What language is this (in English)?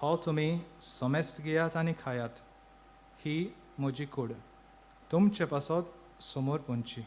Konkani